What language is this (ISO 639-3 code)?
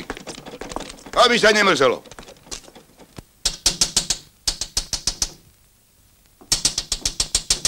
slk